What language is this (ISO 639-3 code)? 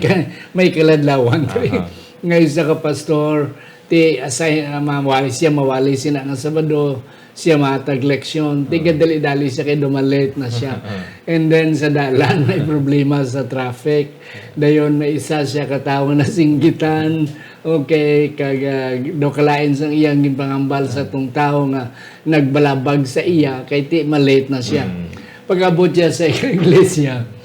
hil